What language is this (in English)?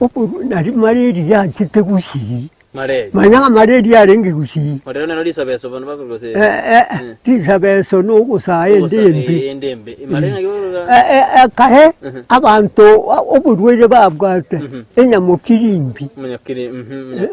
Gusii